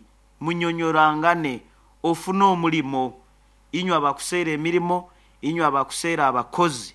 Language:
Nyoro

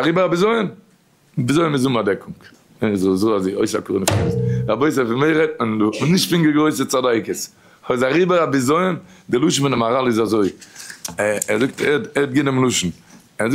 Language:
Yiddish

